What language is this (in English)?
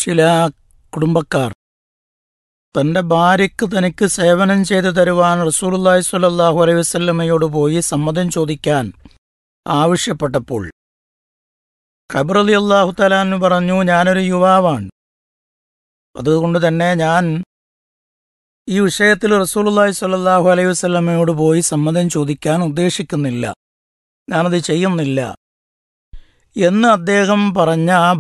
Malayalam